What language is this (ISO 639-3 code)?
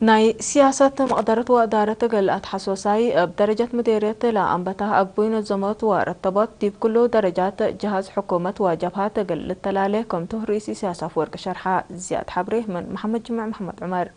tig